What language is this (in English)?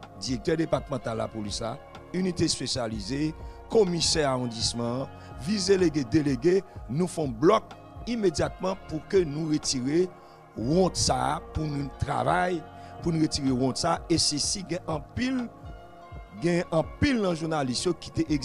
Haitian Creole